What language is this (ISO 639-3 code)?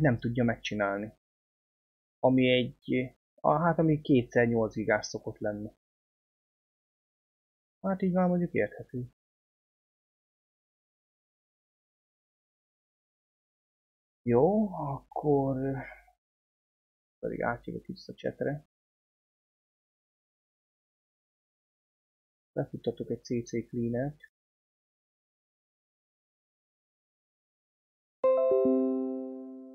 hun